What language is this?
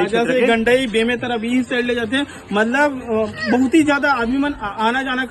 Chhattisgarhi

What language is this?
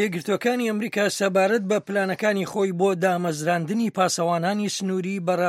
Central Kurdish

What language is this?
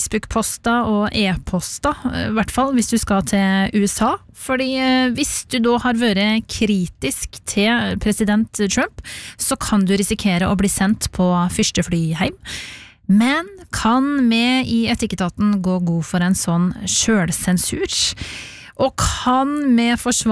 Norwegian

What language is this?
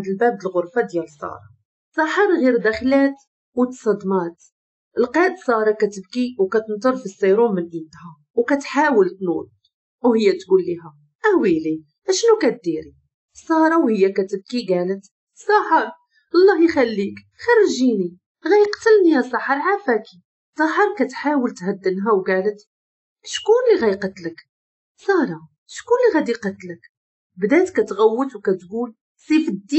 Moroccan Arabic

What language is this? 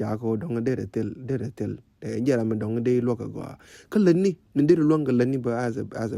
Nuer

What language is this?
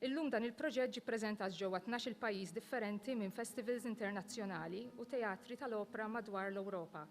Maltese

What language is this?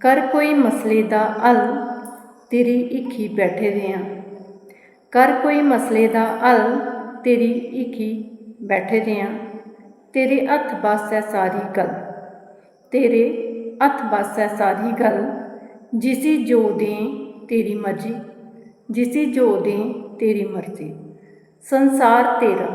Dogri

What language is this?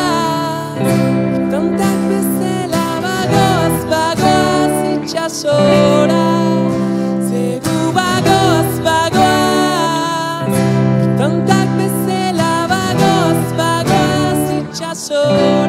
Basque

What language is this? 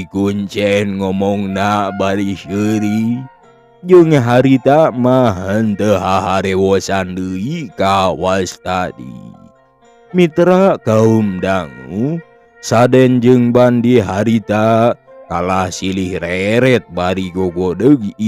Sundanese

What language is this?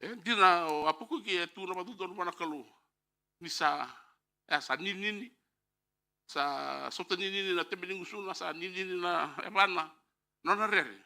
Fijian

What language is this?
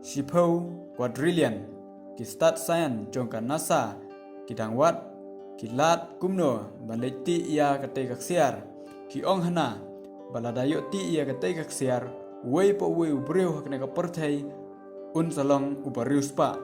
Khasi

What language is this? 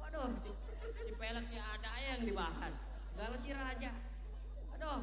Betawi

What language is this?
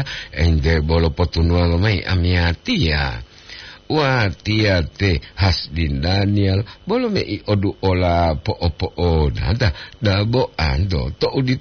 Gorontalo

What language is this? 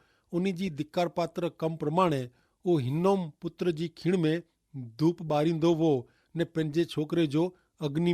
Kachhi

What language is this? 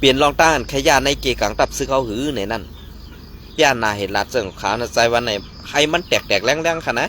Shan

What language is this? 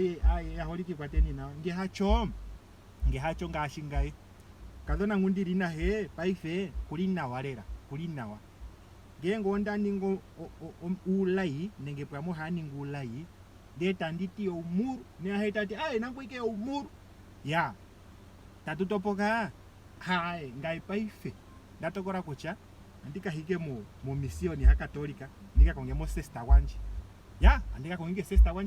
Ndonga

